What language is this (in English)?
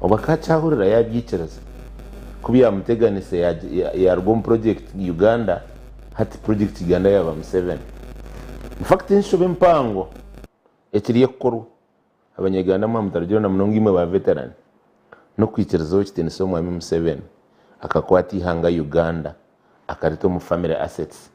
Nyankole